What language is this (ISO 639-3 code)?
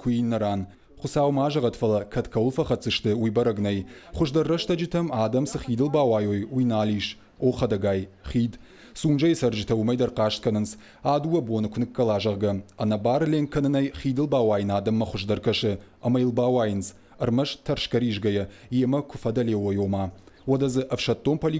oss